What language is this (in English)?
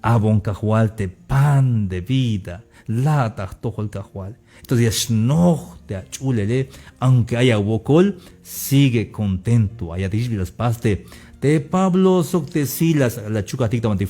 Tzeltal